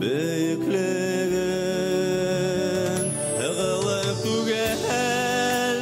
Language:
Bashkir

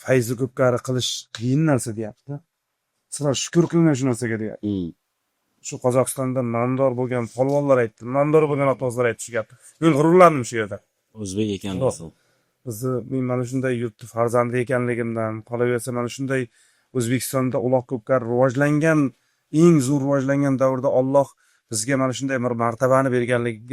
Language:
Uzbek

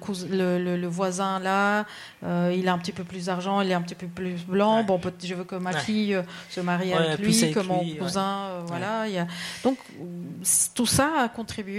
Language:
French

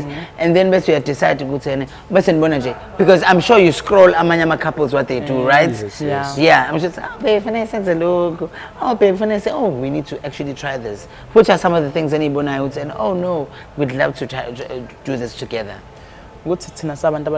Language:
Zulu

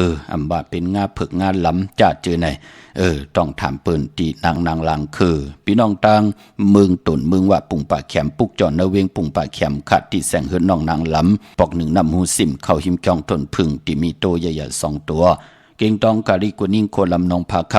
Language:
Shan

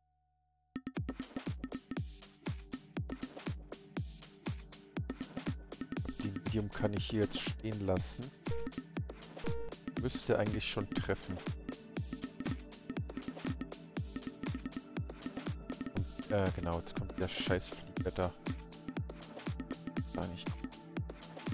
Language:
German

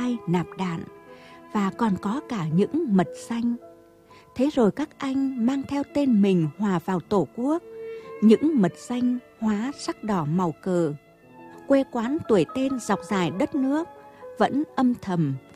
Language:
Vietnamese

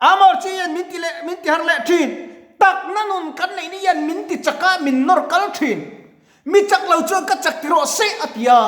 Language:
Mizo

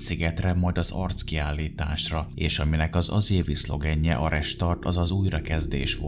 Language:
Hungarian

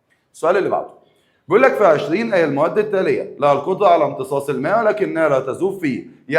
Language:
Egyptian Arabic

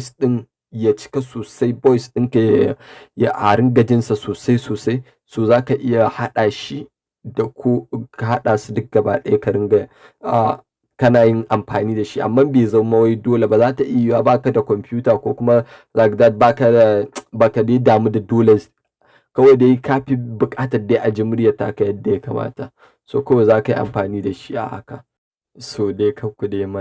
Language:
Hausa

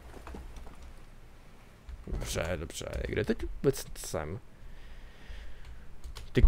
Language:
Czech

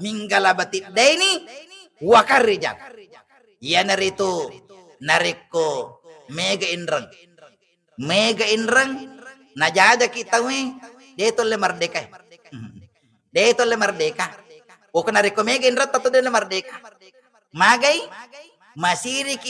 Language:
Buginese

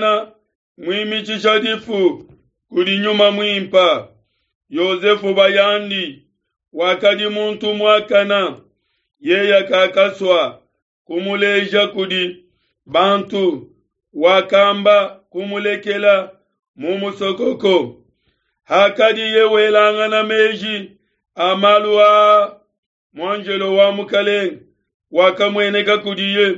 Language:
Luba-Lulua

